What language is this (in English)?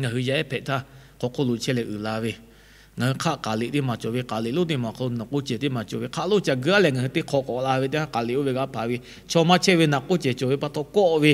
Lahu